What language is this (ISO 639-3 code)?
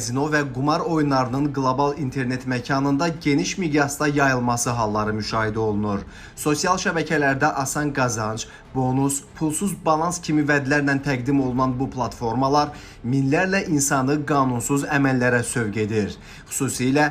aze